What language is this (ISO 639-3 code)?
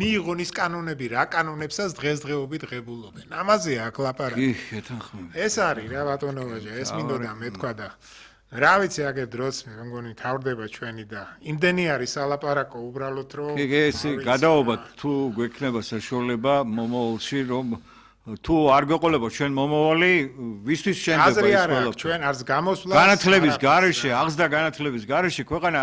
kat